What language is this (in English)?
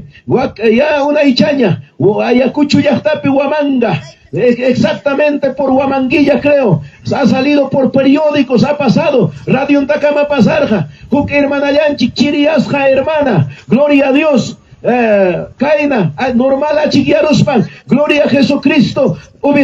Ayacucho Quechua